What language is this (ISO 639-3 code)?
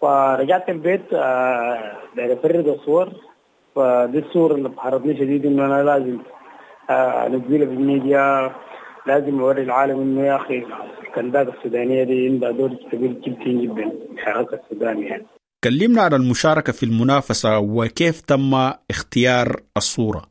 apd